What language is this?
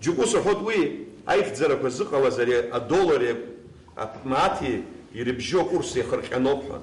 Abkhazian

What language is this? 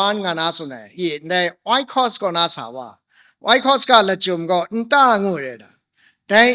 Kachin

